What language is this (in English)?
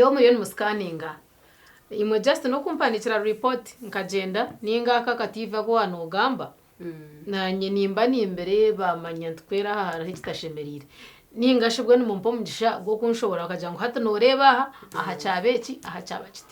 Nyankole